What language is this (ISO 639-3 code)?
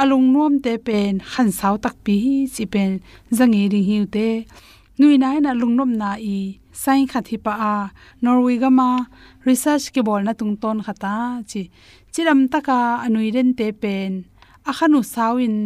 ctd